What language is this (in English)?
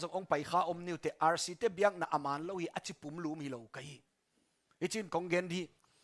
Tedim Chin